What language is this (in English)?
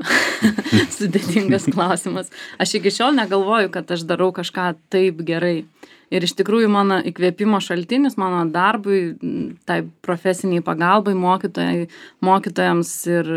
Lithuanian